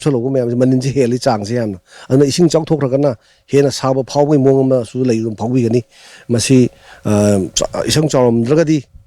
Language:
Manipuri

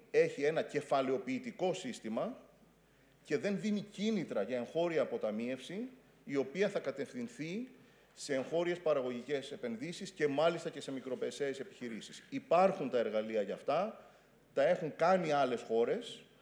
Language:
Greek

